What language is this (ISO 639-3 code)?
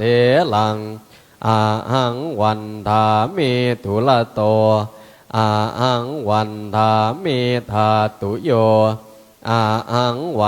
pli